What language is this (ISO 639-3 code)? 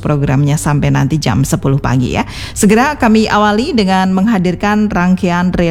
ind